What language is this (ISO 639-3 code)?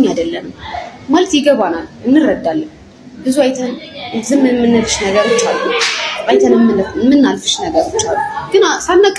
amh